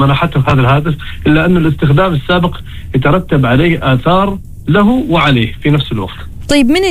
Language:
Arabic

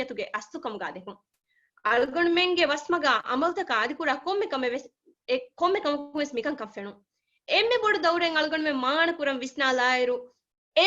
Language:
Divehi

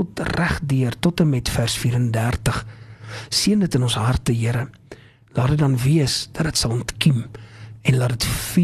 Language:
Afrikaans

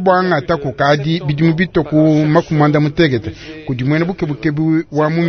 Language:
Luba-Lulua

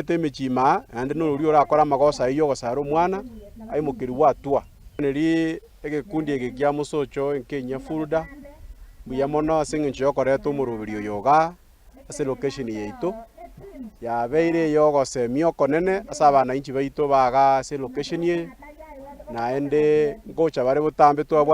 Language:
Gusii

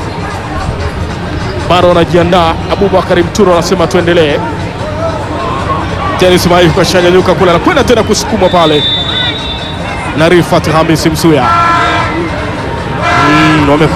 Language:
Swahili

